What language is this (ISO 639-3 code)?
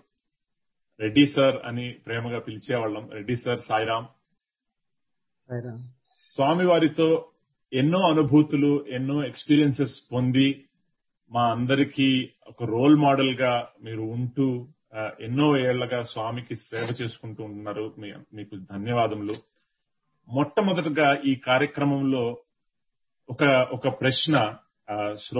tel